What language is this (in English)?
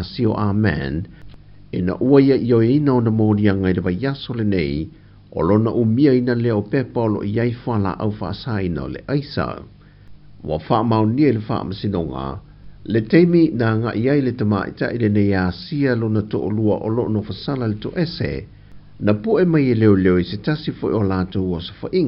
Samoan